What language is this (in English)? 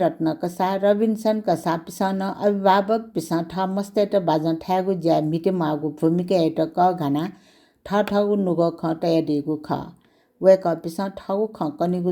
Newari